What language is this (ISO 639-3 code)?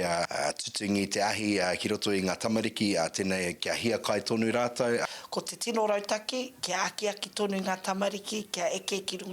mri